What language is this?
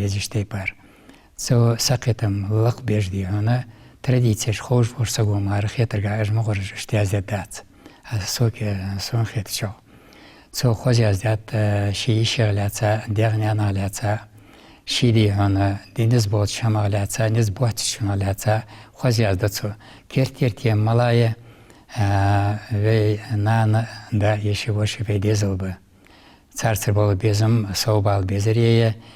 Ingush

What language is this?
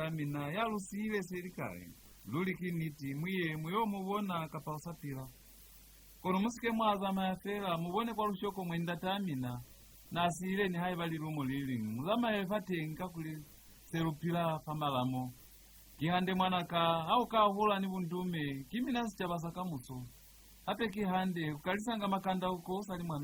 Lozi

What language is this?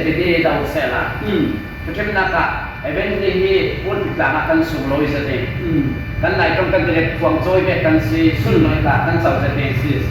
Falam Chin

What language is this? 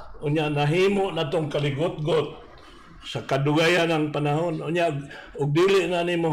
Cebuano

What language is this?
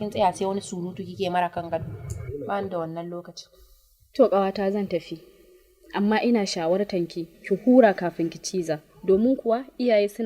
Hausa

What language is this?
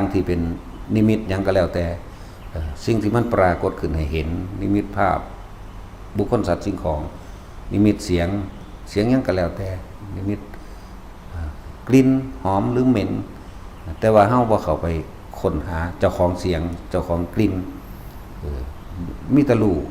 Northeastern Thai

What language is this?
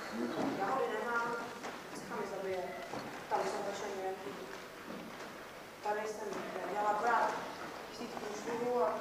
Czech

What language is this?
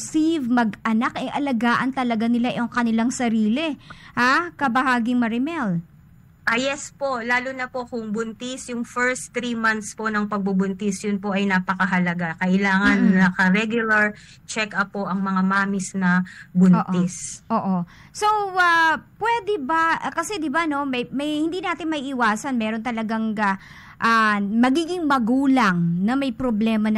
Filipino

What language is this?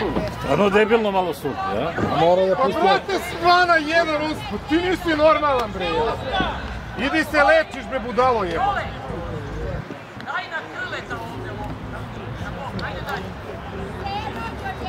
Serbian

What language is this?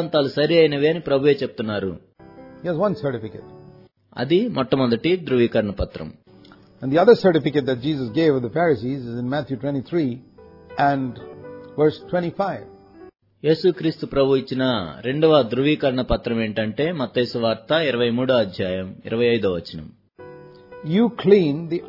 Telugu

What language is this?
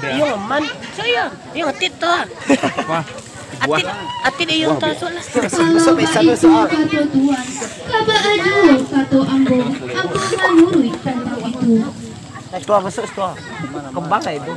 Minangkabau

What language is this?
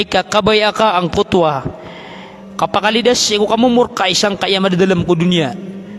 Maranao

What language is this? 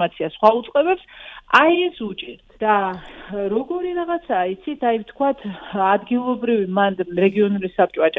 Georgian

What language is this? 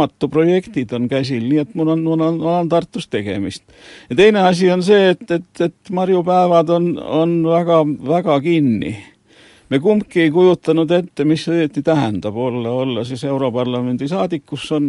Estonian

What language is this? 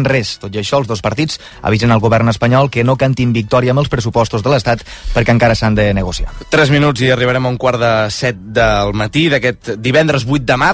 Catalan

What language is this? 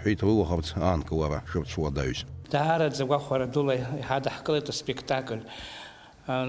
Abkhazian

